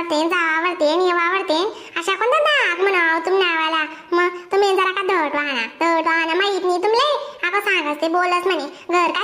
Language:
Khandesi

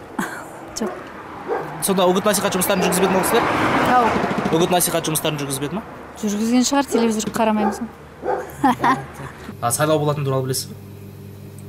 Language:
Kazakh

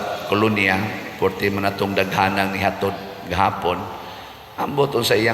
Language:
Cebuano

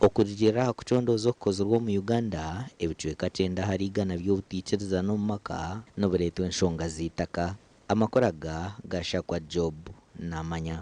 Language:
Nyankole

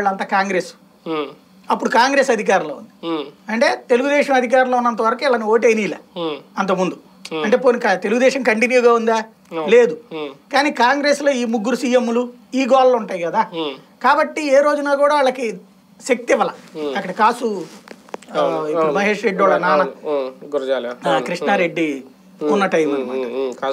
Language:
Telugu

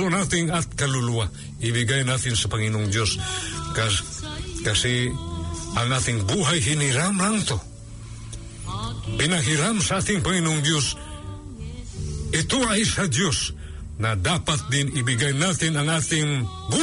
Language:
Filipino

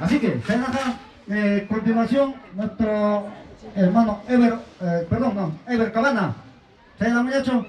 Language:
Ayacucho Quechua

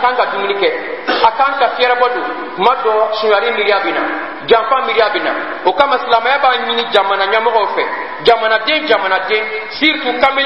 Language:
Bambara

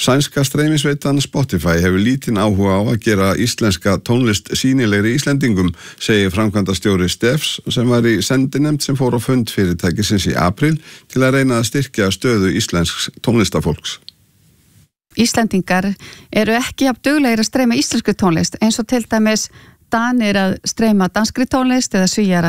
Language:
Icelandic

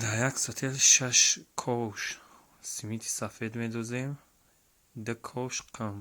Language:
Tajik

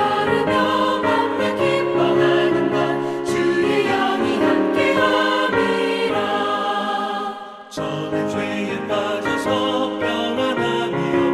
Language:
Korean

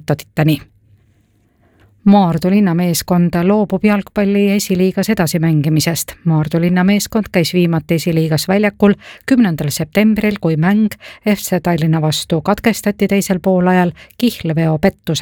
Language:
Estonian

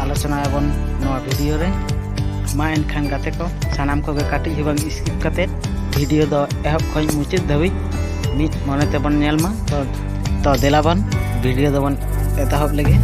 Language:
Santali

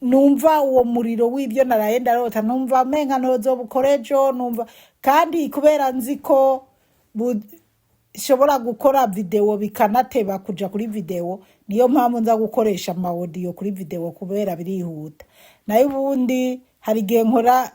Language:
Rundi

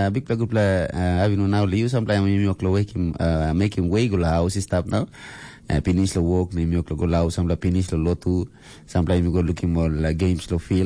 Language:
Tok Pisin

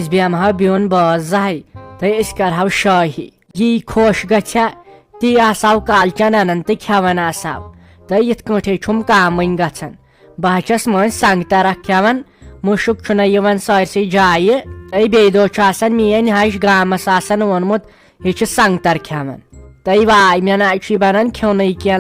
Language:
Kashmiri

